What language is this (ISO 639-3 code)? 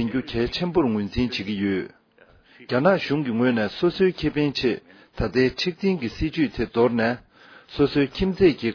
bod